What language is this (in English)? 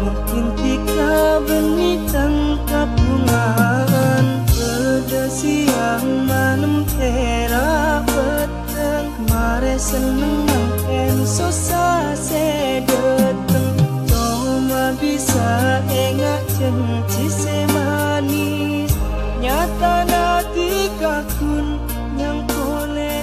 Madurese